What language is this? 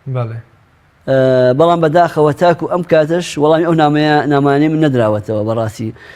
Central Kurdish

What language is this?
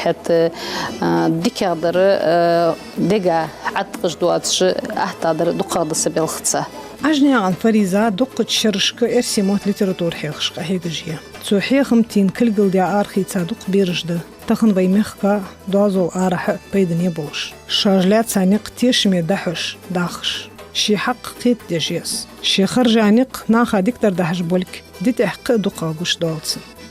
Ingush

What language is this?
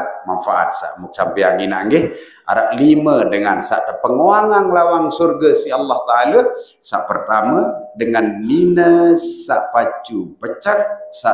Sasak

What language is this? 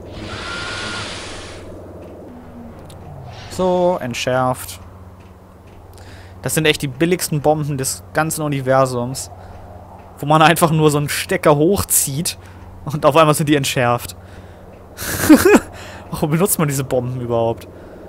German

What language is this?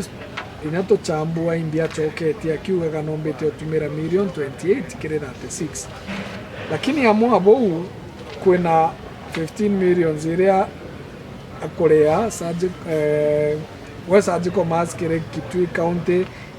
Meru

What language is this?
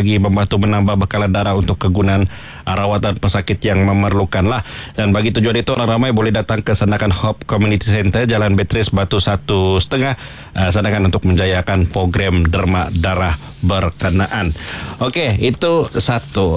Malay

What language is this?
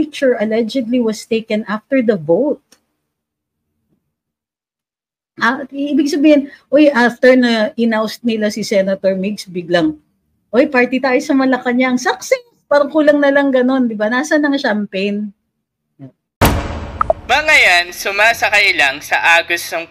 Filipino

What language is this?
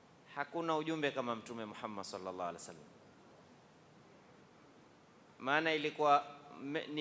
Swahili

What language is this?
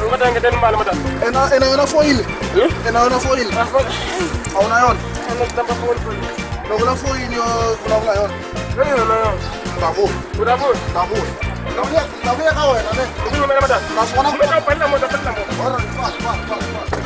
Tsonga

